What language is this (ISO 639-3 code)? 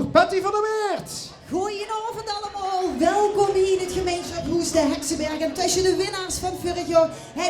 lim